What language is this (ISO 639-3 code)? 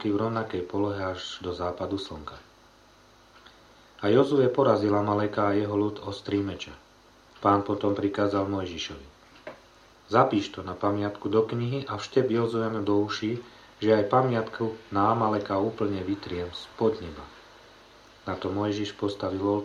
slk